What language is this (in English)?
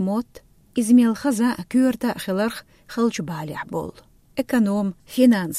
Chechen